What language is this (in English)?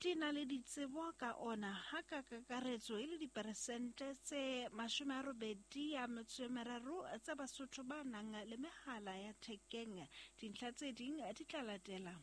Southern Sotho